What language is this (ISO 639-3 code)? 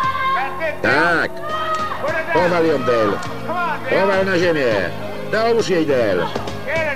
pol